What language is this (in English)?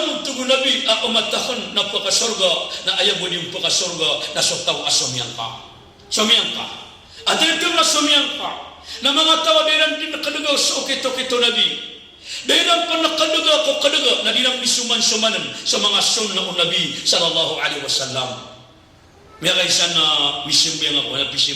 Maranao